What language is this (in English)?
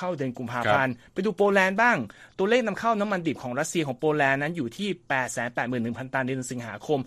Thai